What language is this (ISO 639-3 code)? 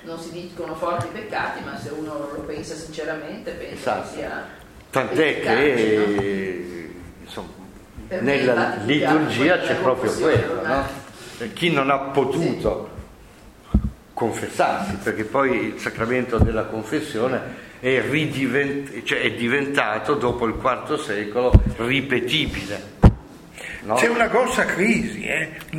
ita